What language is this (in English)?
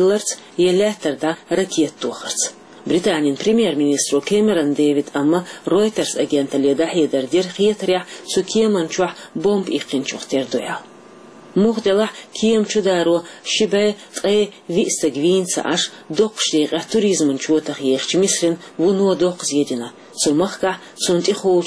Chechen